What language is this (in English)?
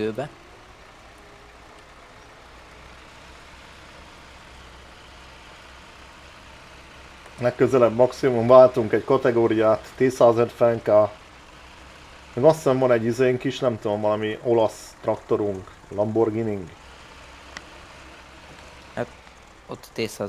Hungarian